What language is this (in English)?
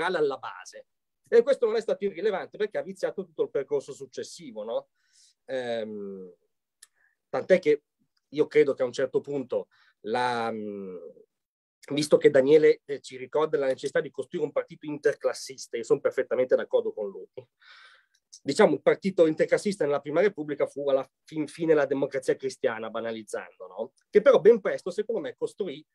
Italian